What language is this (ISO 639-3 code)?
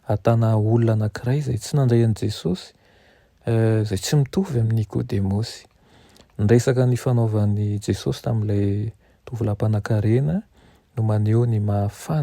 mlg